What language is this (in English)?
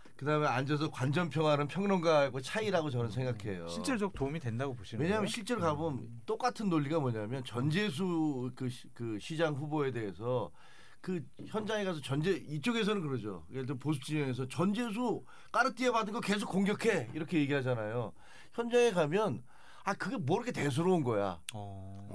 Korean